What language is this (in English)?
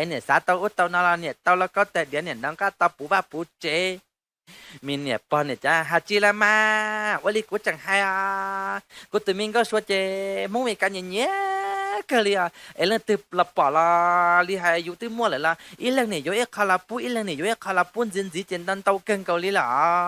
Hmong